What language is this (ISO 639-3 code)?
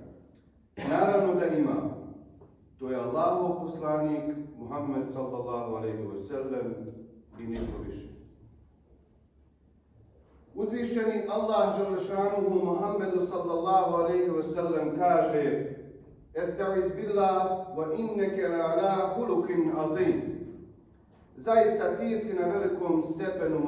bos